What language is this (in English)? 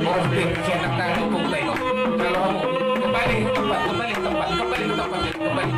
Batak Toba